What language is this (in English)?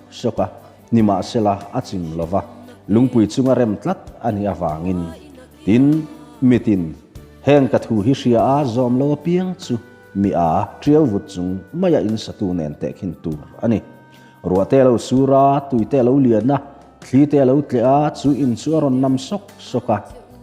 Mizo